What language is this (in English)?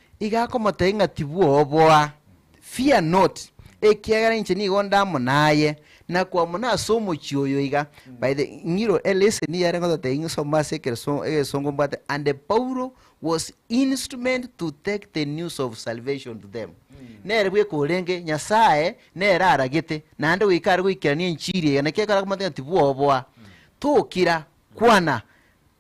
Gusii